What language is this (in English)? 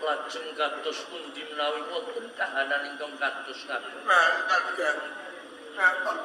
Javanese